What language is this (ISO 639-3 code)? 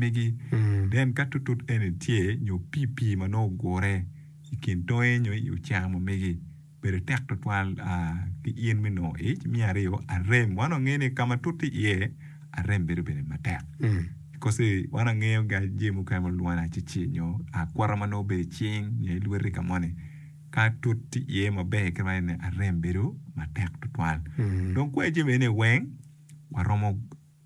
ach